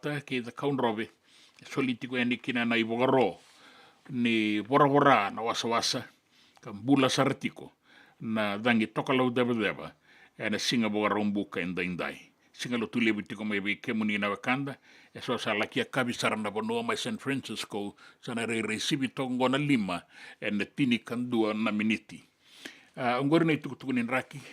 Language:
Fijian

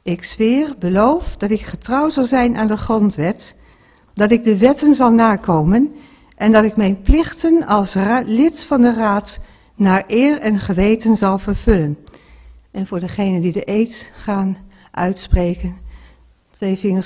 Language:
Dutch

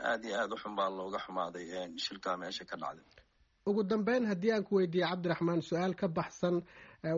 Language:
Somali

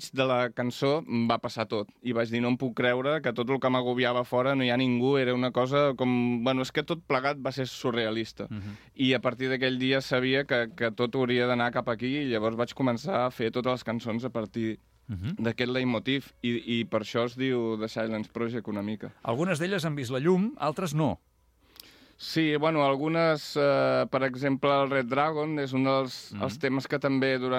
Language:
Catalan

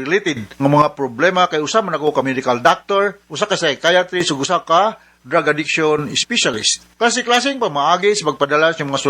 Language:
Cebuano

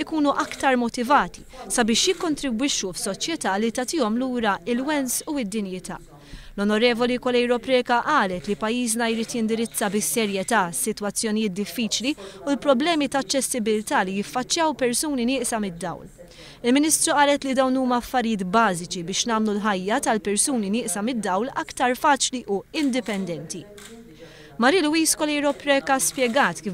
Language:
Maltese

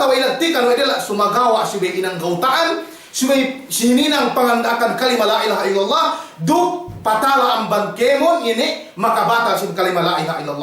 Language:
Yakan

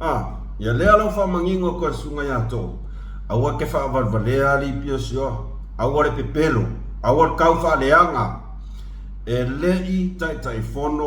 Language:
Samoan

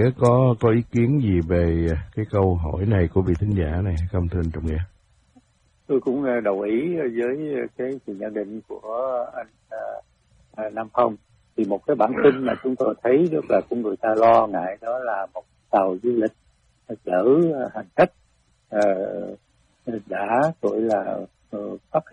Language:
Vietnamese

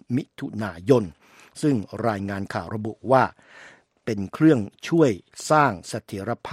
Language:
Thai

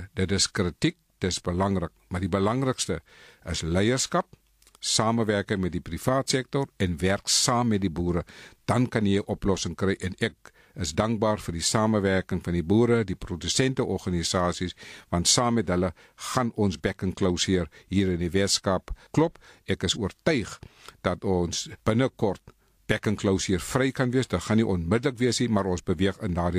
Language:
Afrikaans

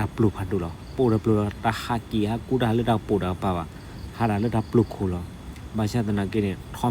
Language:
S'gaw Karen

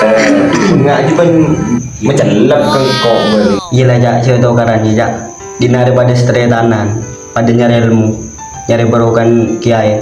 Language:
Madurese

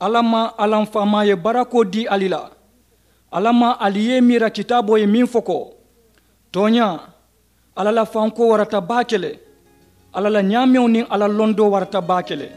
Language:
Mandingo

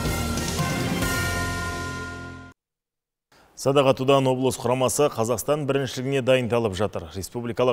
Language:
Kazakh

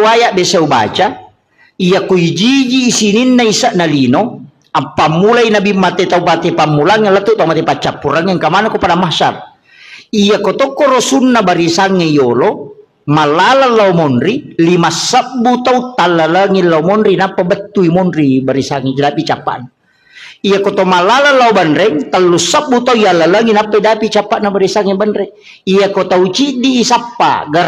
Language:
Buginese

